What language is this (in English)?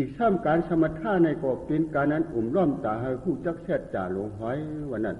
Shan